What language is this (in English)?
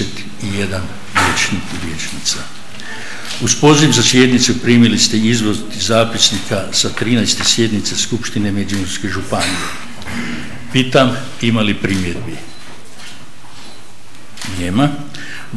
Croatian